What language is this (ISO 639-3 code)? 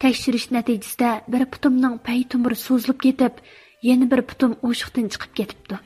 uig